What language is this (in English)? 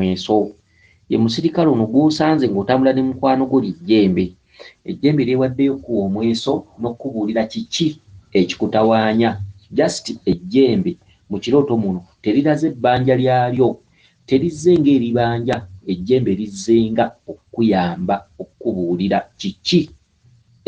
Ganda